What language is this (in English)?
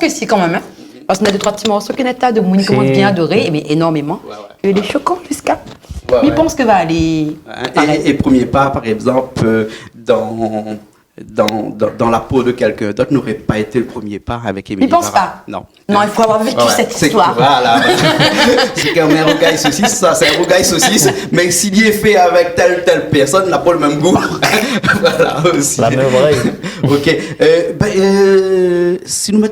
Réunion Creole French